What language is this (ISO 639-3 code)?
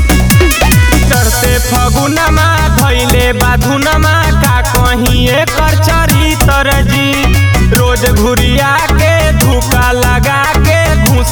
bho